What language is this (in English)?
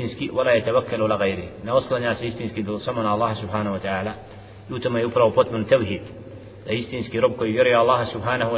Bosnian